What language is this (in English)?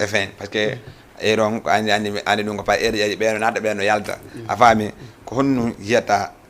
Fula